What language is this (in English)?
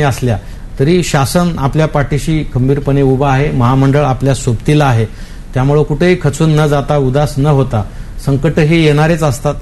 Marathi